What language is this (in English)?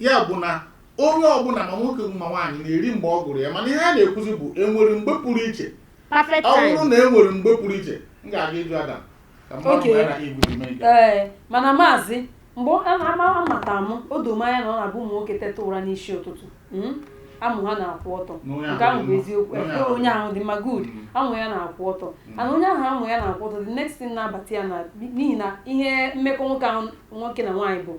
Igbo